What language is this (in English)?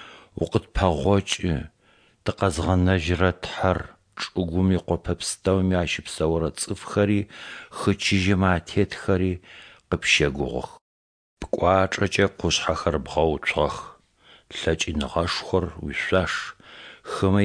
Adyghe